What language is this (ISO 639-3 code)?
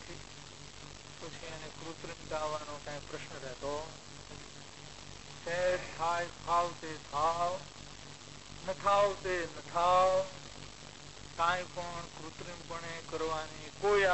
guj